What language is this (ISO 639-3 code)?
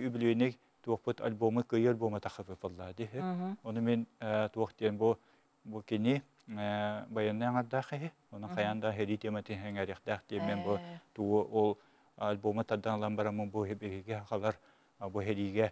sah